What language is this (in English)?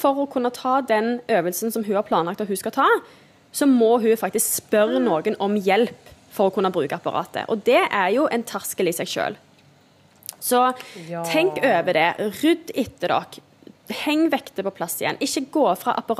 Norwegian